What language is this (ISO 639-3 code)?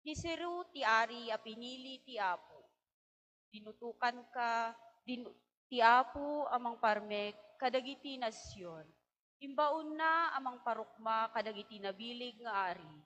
ilo